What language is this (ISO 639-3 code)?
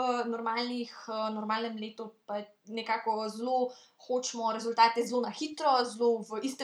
slv